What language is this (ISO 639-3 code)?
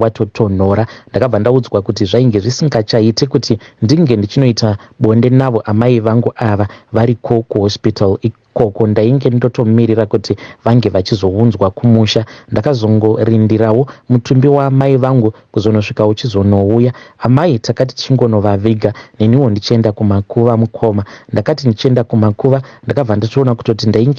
sna